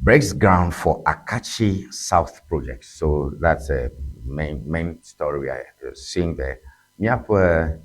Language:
Ewe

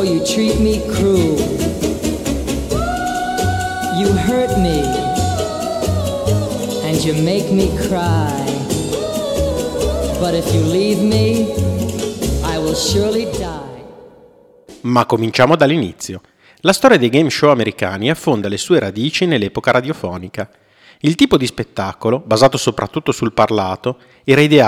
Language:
Italian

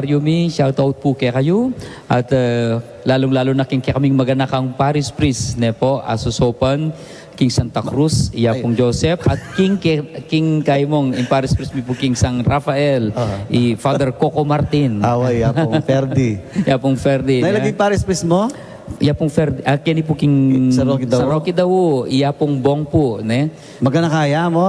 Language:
Pampanga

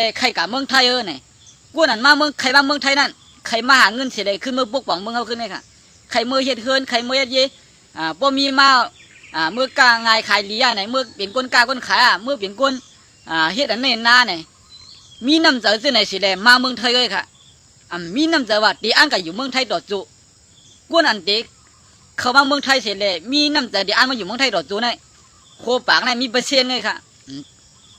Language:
Shan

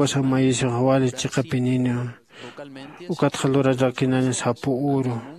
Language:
Aymara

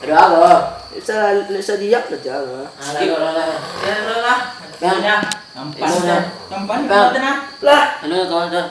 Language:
Minangkabau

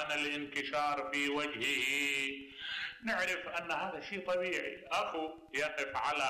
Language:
Mesopotamian Arabic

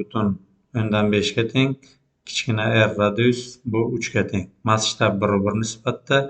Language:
Uzbek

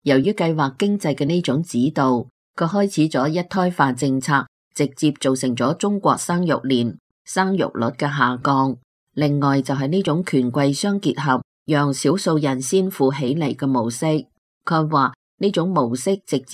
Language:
Cantonese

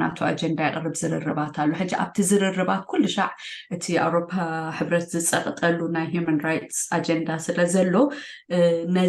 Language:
Tigrinya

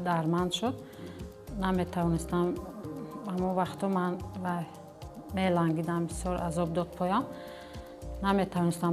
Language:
Tajik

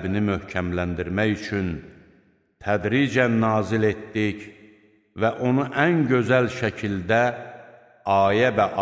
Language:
Azerbaijani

